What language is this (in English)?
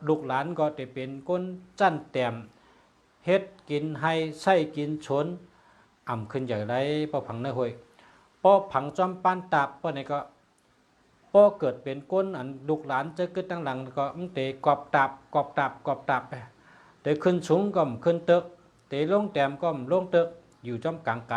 Shan